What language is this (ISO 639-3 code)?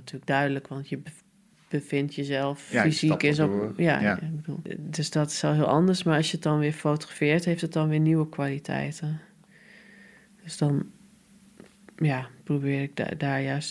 nld